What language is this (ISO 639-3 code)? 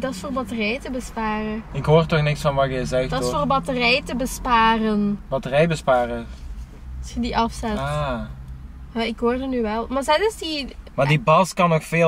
nld